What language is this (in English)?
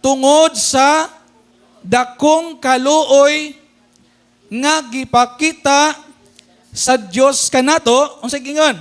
Cebuano